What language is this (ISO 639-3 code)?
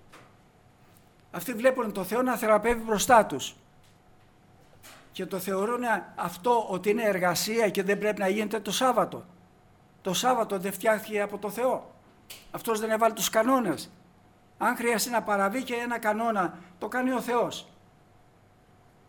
ell